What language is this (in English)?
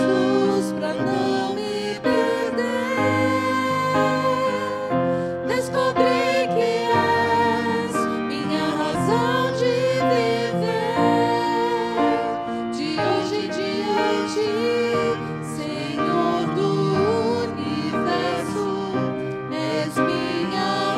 Portuguese